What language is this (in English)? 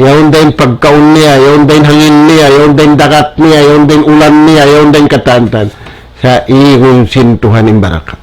Tausug